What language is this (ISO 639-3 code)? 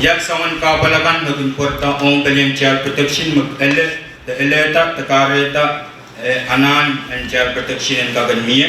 pon